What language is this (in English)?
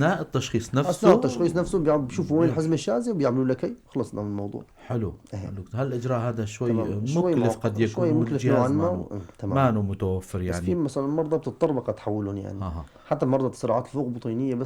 North Levantine Arabic